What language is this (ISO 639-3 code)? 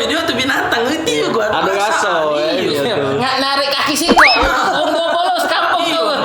mui